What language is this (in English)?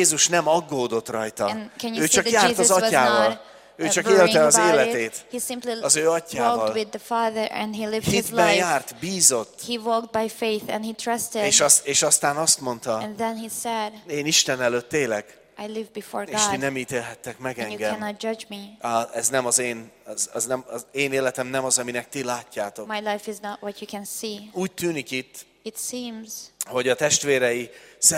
Hungarian